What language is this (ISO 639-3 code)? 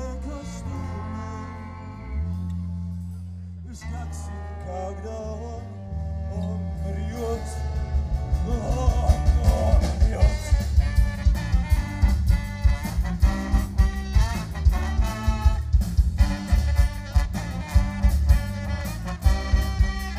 swe